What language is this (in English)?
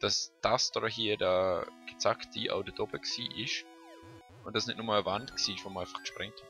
Swiss German